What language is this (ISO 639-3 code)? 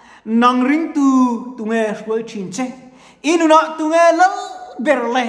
lus